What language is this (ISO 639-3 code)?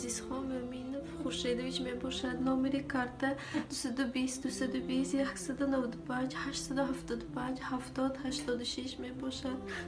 tgk